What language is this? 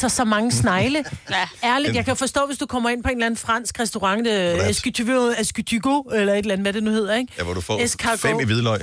Danish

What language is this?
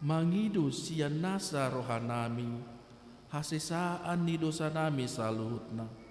Batak Toba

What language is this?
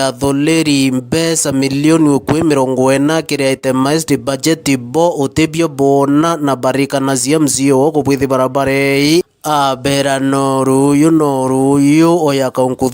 Meru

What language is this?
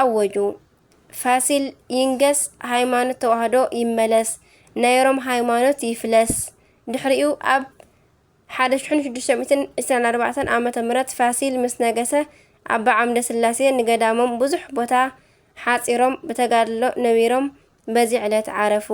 Tigrinya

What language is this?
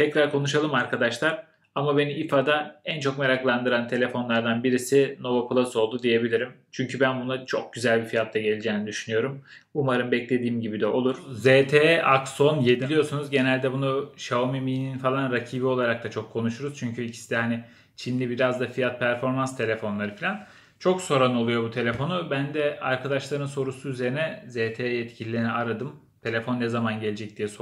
Turkish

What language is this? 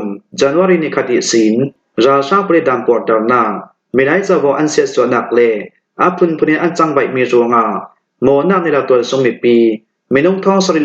Falam Chin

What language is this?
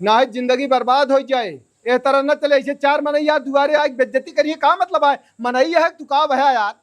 Awadhi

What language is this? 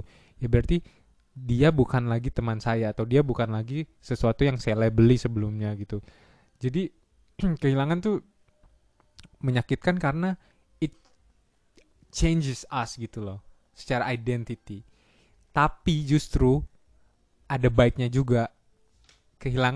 Indonesian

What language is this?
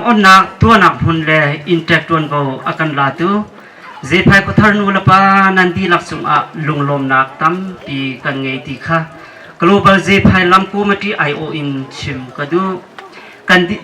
Hakha Chin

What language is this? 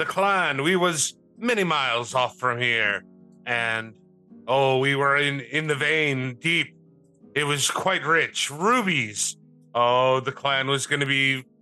English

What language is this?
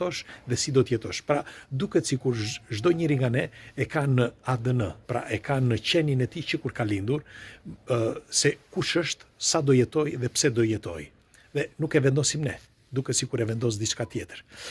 Albanian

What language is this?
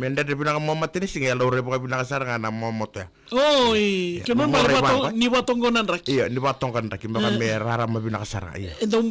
Fijian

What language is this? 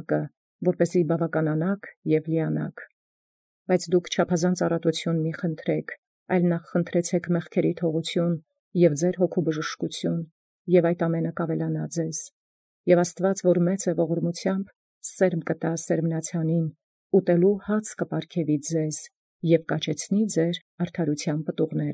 Armenian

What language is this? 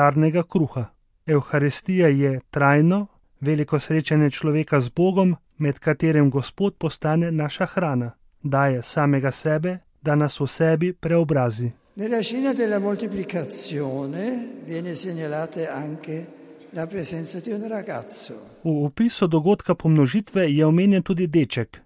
Slovenian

